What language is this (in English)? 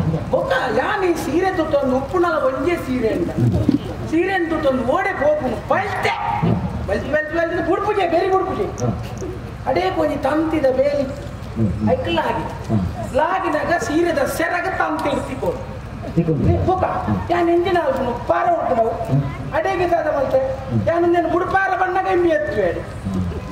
Tulu